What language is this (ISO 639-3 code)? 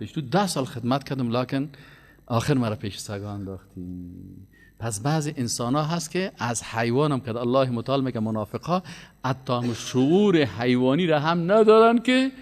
fas